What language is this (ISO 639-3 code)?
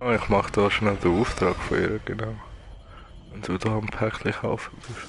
gsw